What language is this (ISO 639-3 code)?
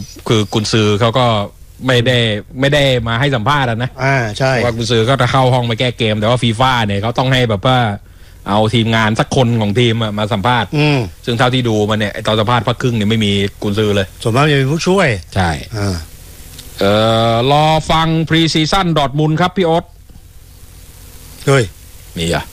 tha